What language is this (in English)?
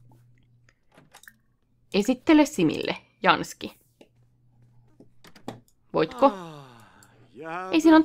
Finnish